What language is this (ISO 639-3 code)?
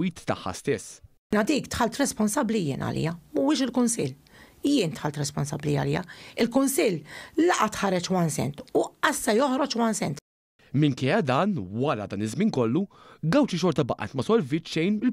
mlt